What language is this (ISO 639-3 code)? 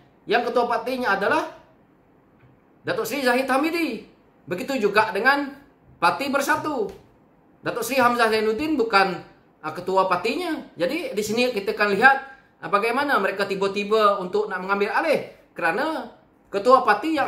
msa